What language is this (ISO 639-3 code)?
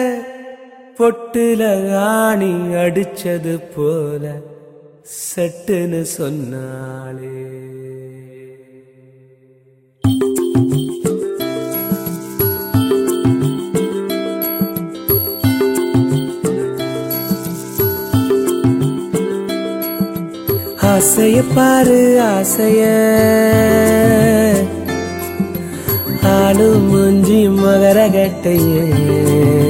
tam